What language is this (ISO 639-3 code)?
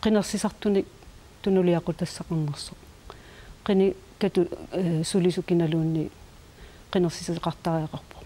kal